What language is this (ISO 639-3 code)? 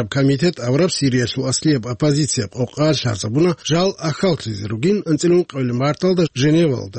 ava